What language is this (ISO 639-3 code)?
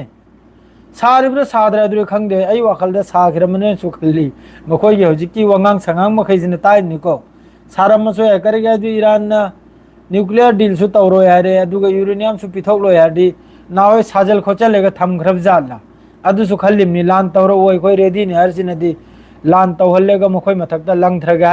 mni